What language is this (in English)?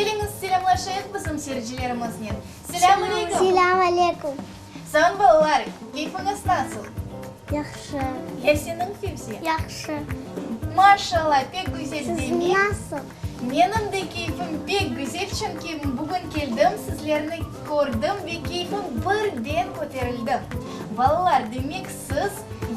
Crimean Tatar